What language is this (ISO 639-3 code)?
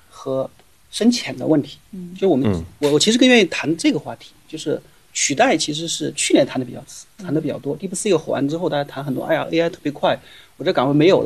zho